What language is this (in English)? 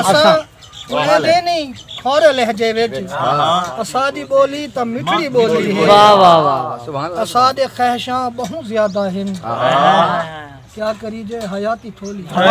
Saraiki